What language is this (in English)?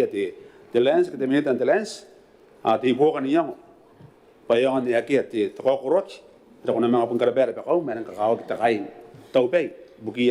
Gilbertese